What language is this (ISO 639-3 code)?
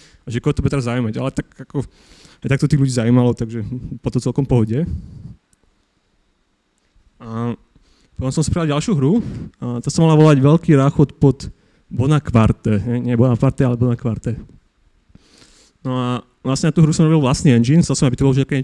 slk